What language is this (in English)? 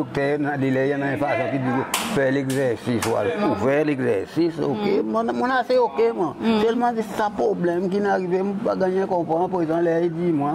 Seselwa Creole French